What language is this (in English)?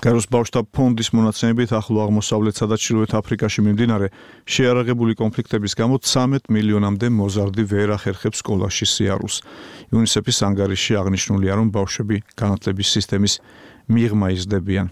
Georgian